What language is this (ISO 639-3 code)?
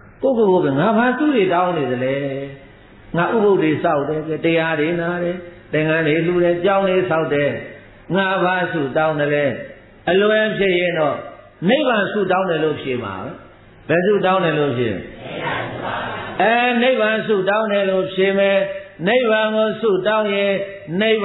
mya